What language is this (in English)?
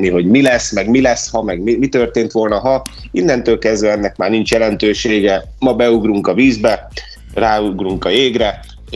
Hungarian